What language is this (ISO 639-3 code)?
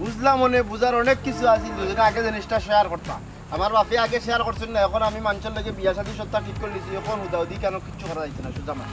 syl